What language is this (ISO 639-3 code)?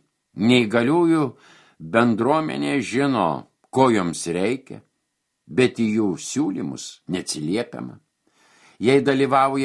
lit